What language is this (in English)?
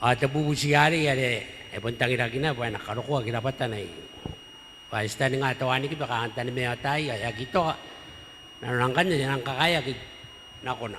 Gilbertese